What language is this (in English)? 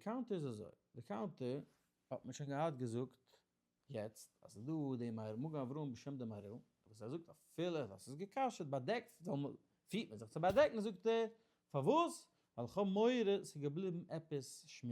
Yiddish